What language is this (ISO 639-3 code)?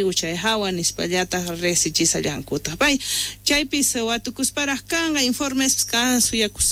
quh